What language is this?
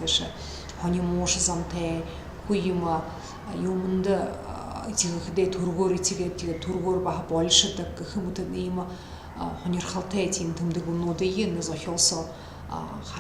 Buriat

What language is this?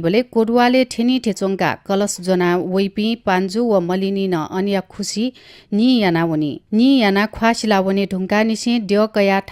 Newari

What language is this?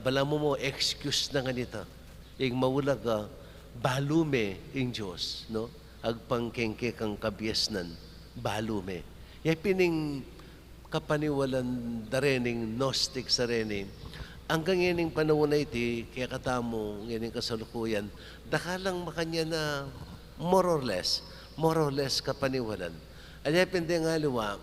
Pampanga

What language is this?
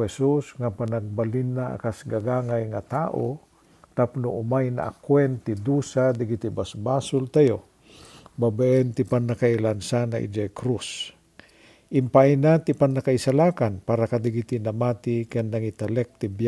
Iloko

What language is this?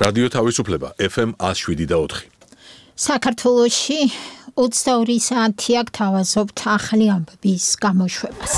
Georgian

